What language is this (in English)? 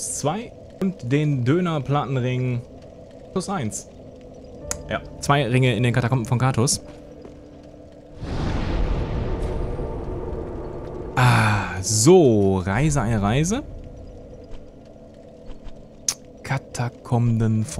German